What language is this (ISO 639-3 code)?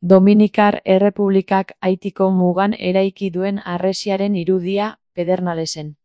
eus